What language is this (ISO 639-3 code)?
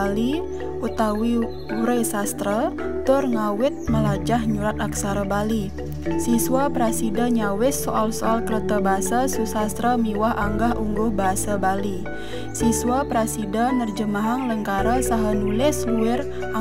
ban